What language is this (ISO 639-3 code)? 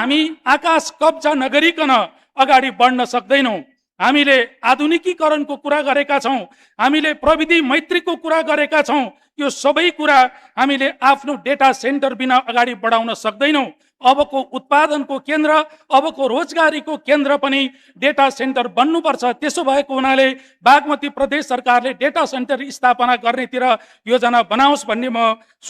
nep